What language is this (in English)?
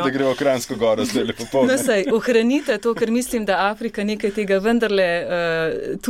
Slovenian